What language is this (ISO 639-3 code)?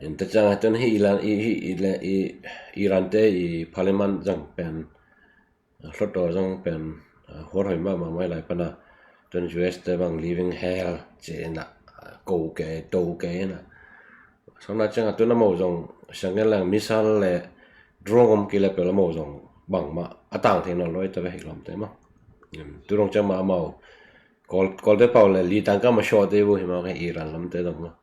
ctd